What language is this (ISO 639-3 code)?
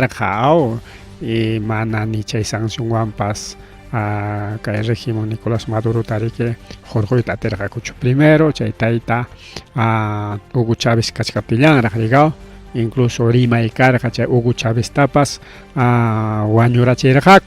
quy